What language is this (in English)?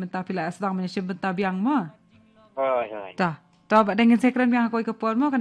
Khasi